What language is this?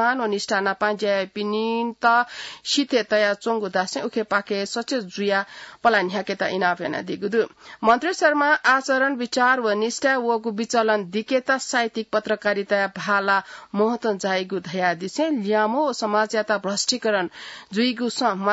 Newari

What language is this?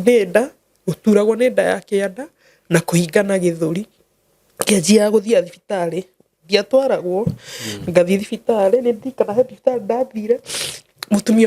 Kikuyu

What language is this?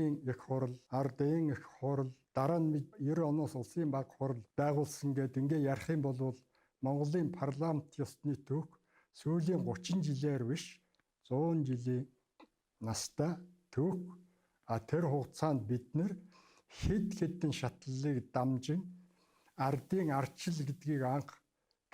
Mongolian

